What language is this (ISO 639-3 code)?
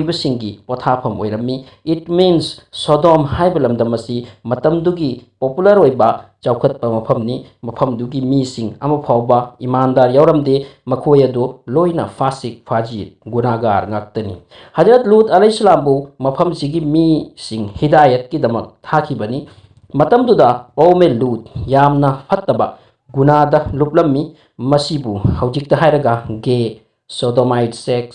mni